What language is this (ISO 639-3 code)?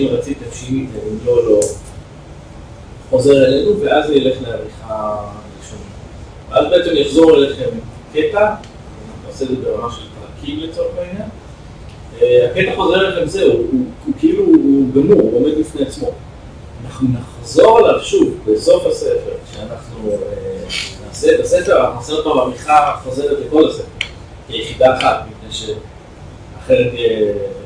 heb